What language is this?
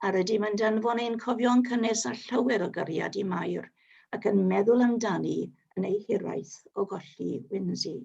Welsh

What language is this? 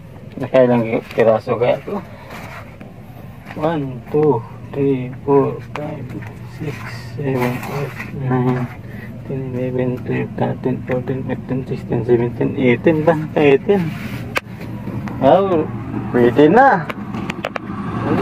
Filipino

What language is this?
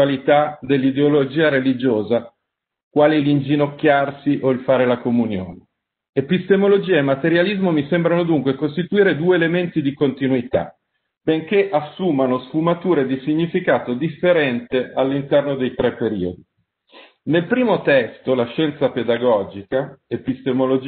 Italian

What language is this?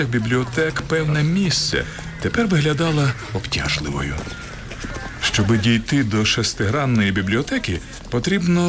Ukrainian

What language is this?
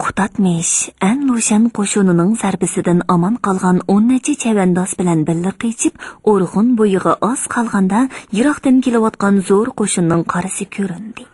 Uyghur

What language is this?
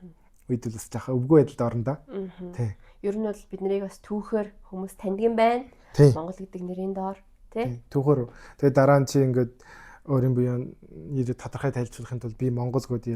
Mongolian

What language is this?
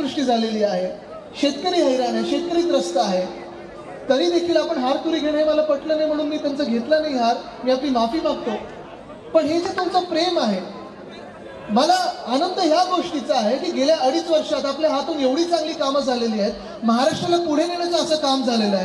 Marathi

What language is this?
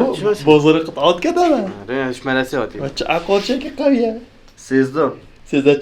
Kurdish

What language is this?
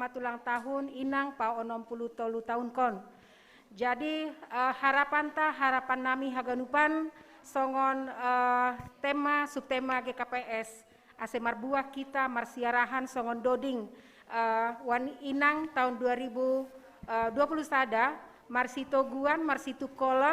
Batak Simalungun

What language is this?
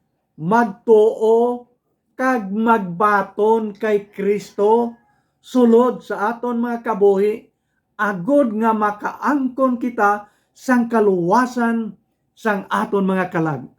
Hiligaynon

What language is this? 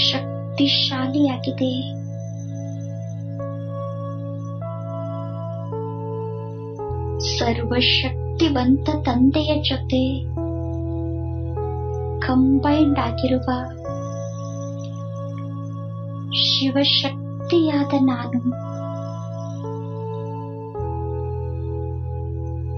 Kannada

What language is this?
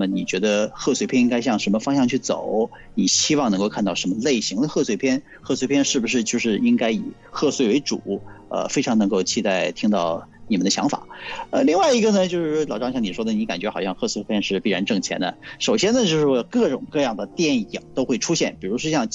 Chinese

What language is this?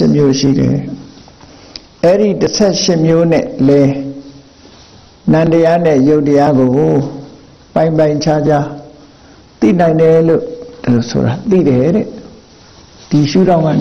Burmese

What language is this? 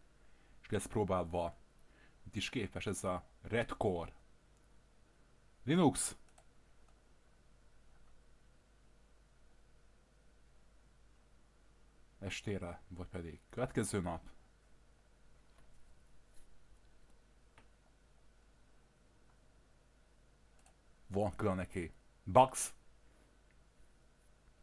Hungarian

